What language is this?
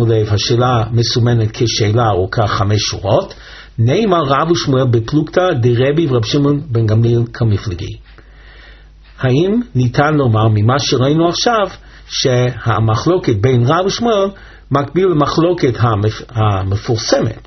Hebrew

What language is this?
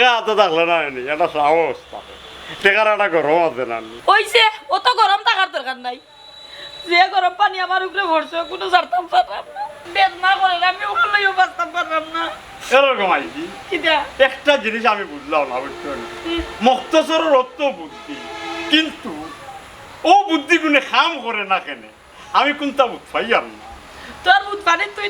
Sylheti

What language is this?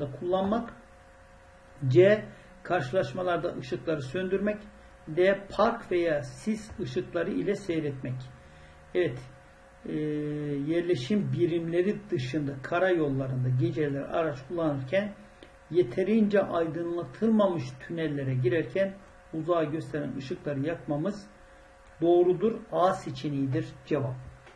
Turkish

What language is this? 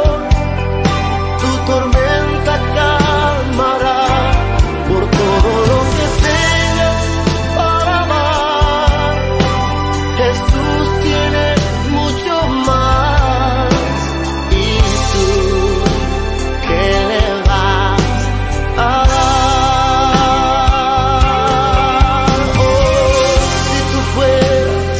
Spanish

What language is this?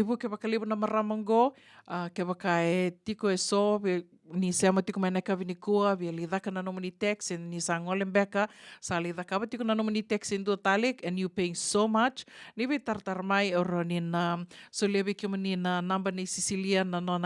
Fijian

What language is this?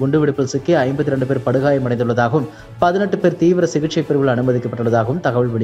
Tamil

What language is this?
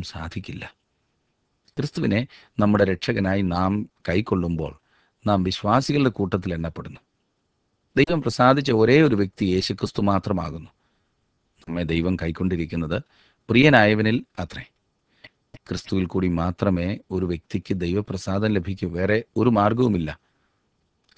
Malayalam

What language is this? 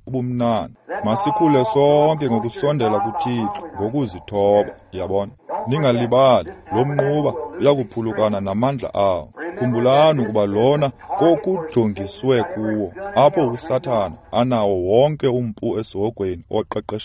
Xhosa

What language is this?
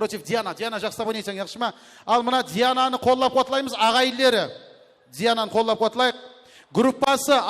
Kara-Kalpak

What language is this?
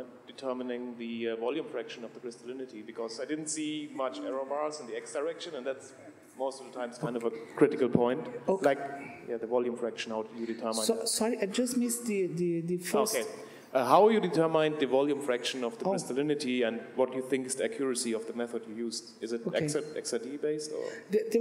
English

